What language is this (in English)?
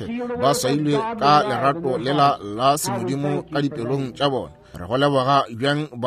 Northern Sotho